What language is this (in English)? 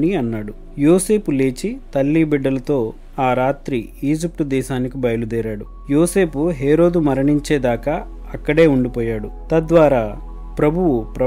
Telugu